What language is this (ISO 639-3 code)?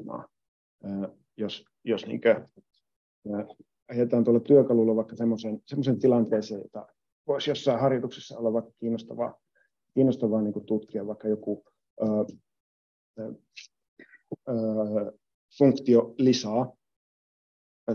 fin